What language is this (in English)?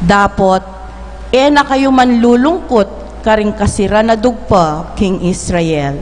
Pampanga